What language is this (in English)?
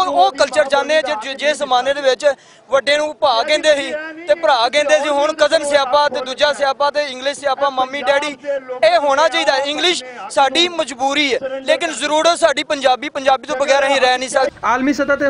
Western Panjabi